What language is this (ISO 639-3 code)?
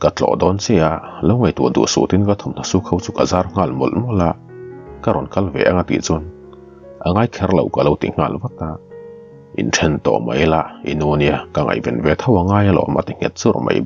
lus